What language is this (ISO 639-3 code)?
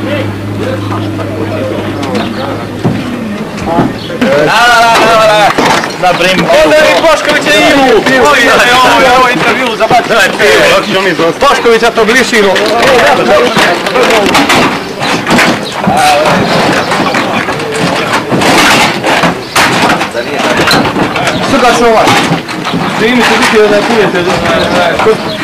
hrv